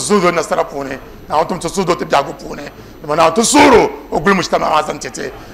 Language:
Dagbani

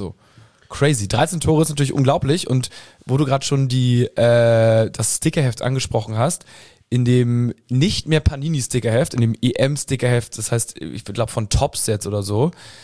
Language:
German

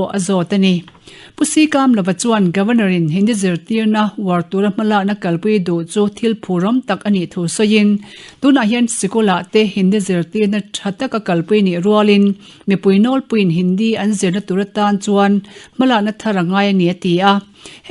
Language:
Mizo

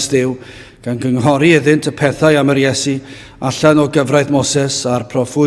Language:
Welsh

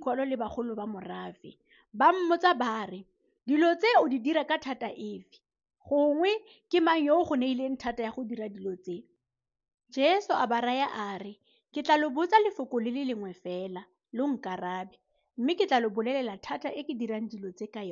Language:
Tswana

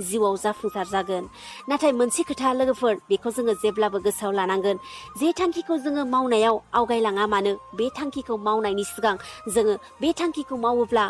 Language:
Bodo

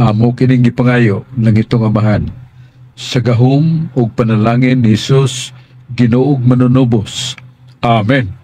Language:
Cebuano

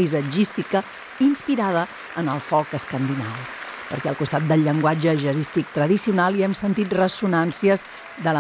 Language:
Catalan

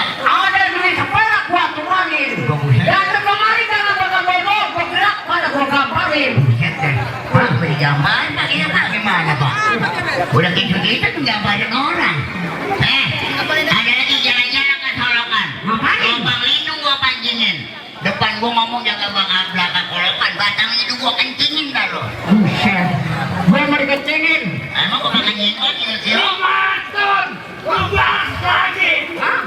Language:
Betawi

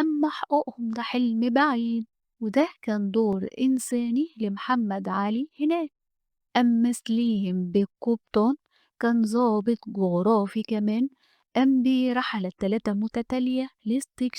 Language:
Egyptian Arabic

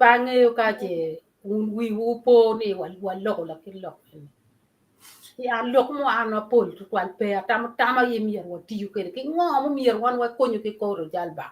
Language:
Acoli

